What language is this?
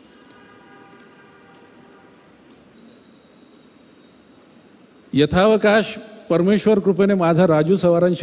Marathi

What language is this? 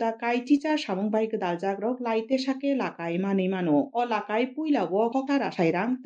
Kok Borok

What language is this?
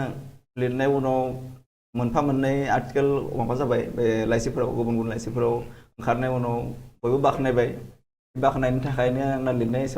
Bodo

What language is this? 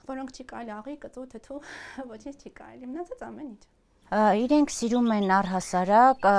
Armenian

